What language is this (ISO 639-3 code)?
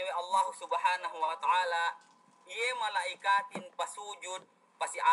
yka